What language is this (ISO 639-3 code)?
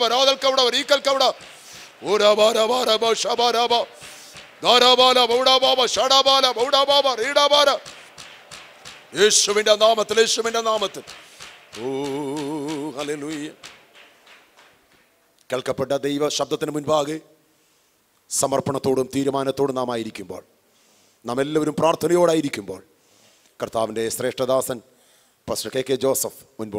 mal